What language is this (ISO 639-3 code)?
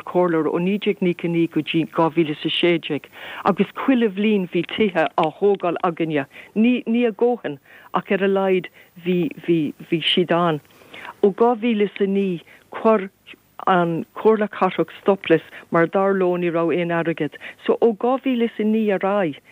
gle